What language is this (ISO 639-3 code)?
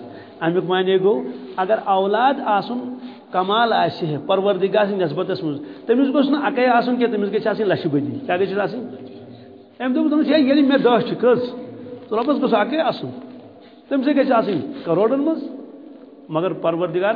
kas